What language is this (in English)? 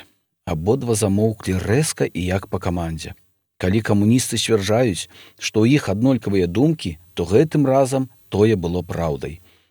Belarusian